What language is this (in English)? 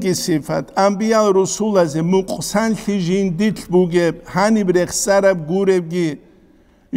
Avaric